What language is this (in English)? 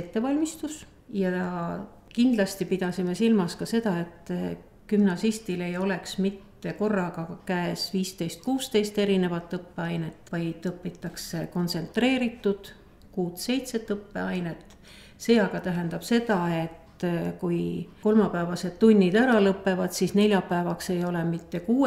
Estonian